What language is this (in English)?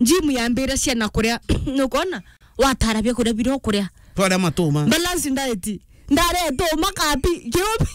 Meru